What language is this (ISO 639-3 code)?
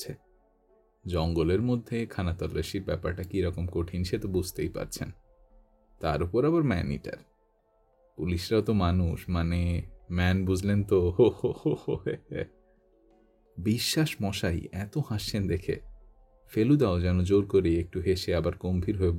ben